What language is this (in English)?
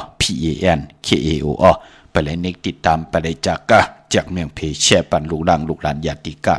Shan